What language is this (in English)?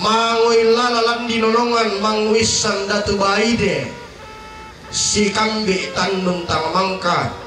Toraja-Sa'dan